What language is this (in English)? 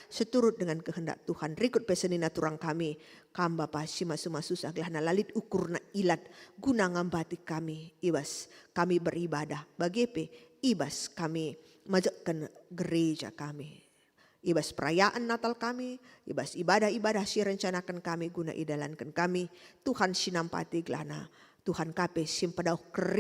Batak Karo